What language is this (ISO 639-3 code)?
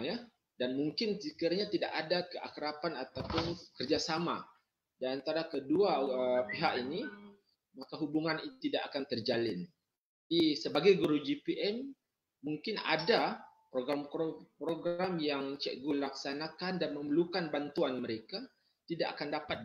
msa